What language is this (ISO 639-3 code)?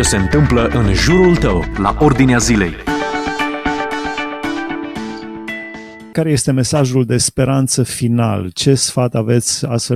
ron